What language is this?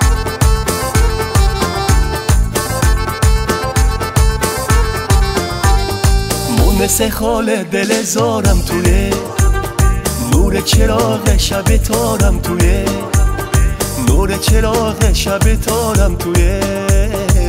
Persian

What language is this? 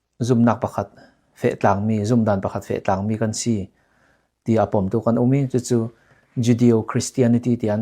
Falam Chin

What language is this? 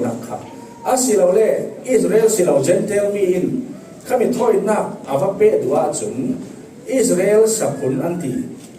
Falam Chin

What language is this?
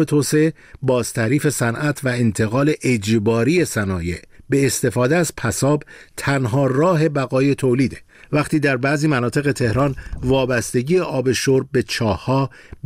Persian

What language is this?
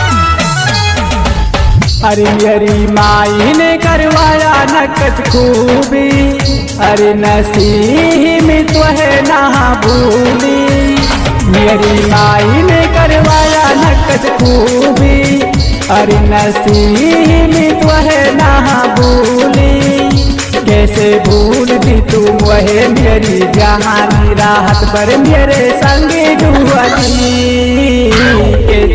Bhojpuri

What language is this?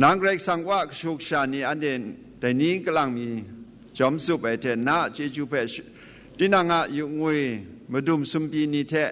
Kachin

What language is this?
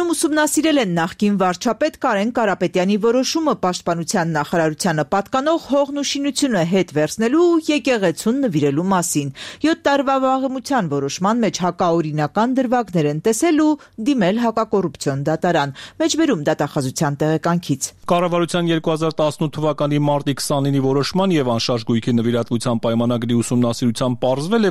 Armenian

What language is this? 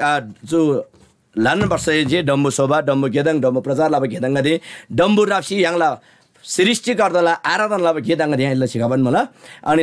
Eastern Tamang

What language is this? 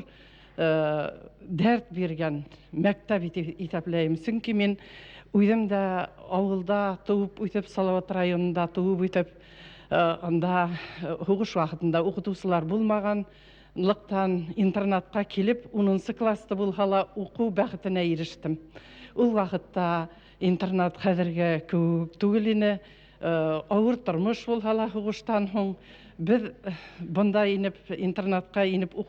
Bashkir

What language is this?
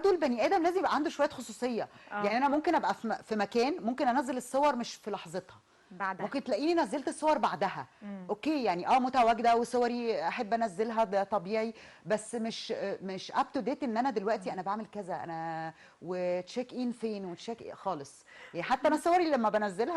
Egyptian Arabic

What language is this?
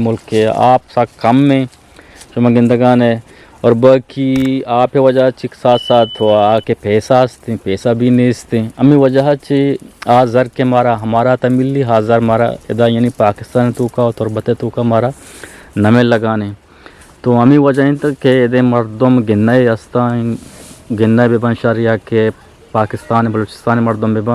Eastern Balochi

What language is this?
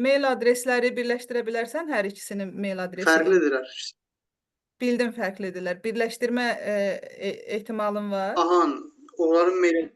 Azerbaijani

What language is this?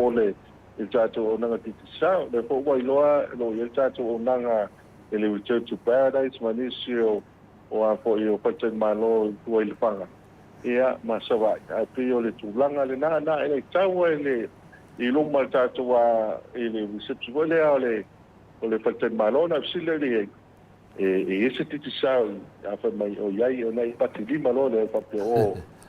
Samoan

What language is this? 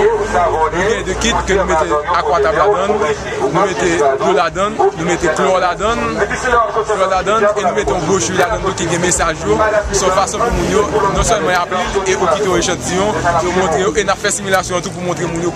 Haitian Creole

